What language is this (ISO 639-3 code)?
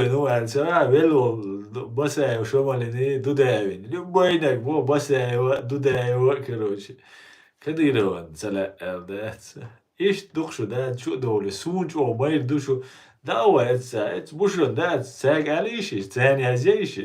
che